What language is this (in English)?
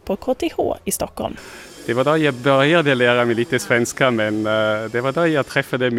Swedish